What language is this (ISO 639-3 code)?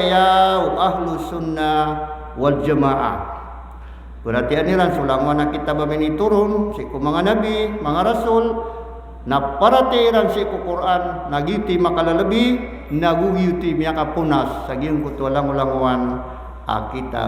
mrw